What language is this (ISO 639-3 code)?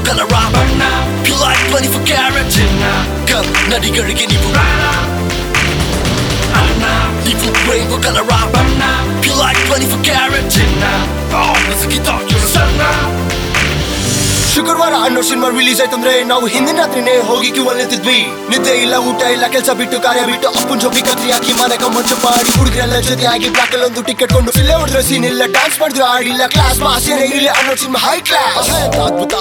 kan